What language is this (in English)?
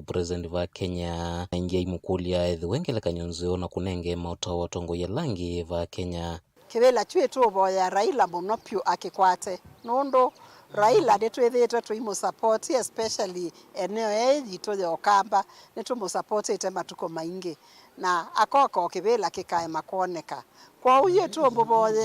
Kamba